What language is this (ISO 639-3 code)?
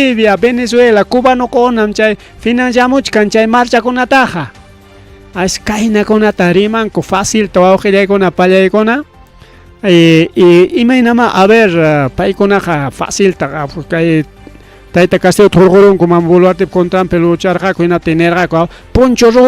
quy